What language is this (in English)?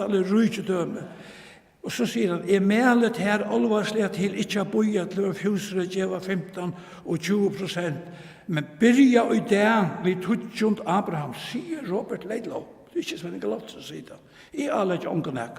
Faroese